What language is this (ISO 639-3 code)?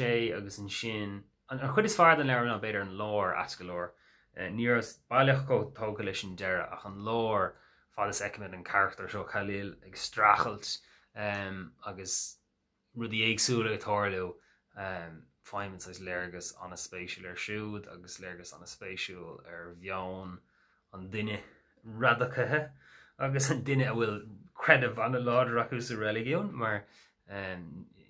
gle